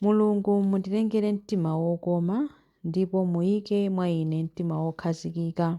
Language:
Nyanja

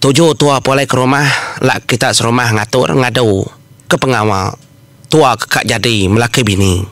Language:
Iban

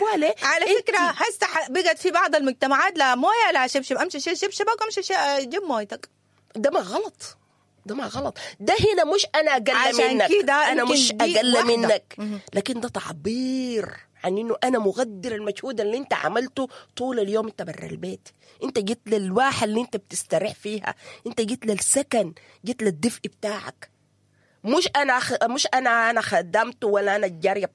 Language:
Sudanese Arabic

